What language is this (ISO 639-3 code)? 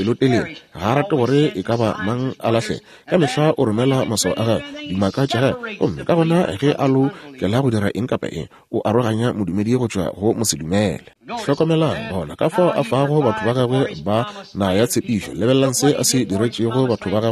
nso